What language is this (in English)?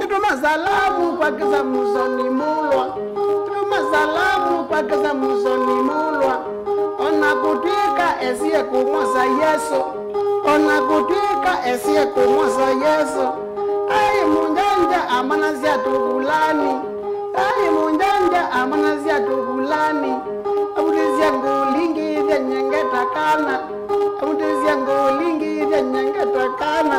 Kamba